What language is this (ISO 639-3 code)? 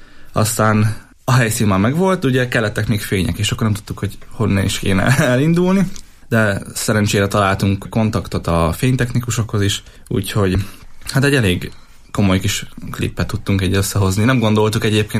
hun